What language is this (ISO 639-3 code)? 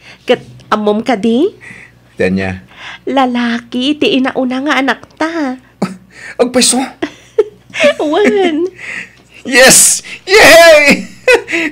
ilo